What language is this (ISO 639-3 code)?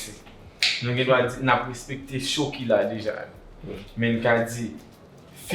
hat